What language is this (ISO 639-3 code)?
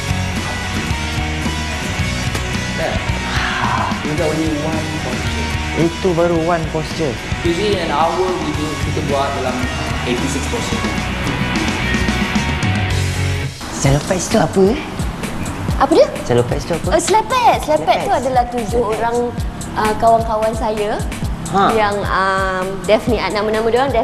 msa